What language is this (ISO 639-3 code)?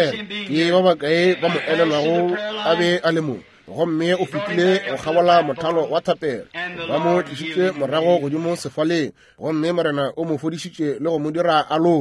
nso